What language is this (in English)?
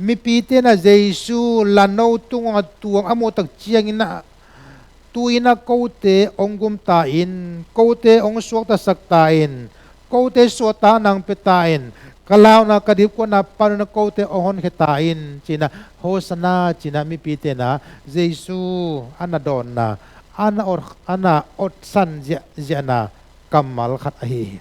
Tedim Chin